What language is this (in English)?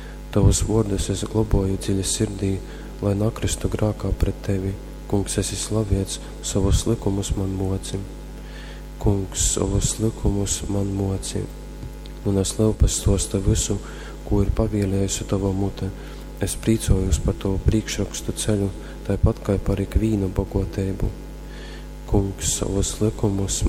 Latgalian